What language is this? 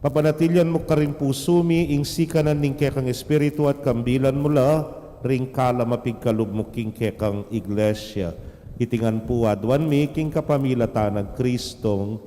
Pampanga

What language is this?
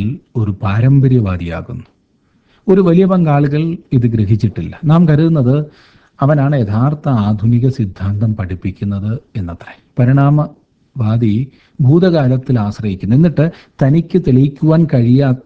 Malayalam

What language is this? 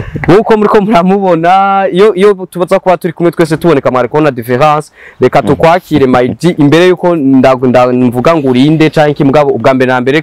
Rundi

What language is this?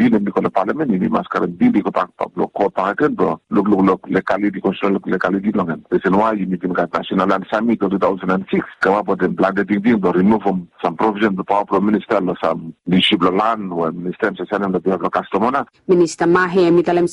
Bislama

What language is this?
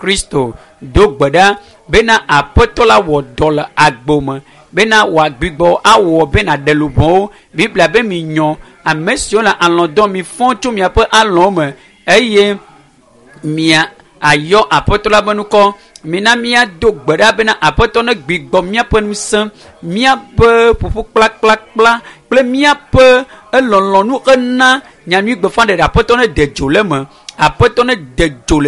Ewe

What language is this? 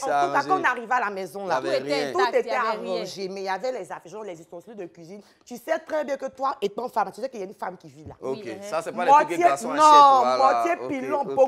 French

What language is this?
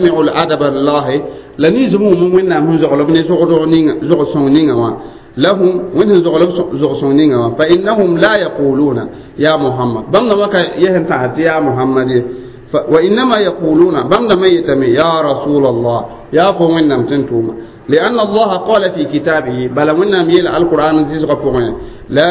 Mossi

